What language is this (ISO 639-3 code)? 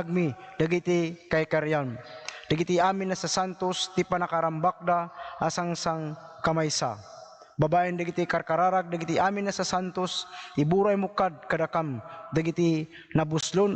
ilo